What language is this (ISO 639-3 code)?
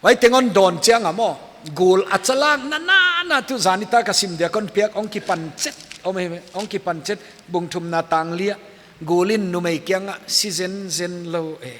pck